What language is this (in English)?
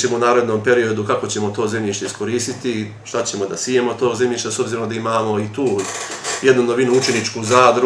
Serbian